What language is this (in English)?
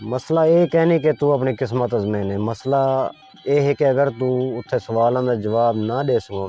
Saraiki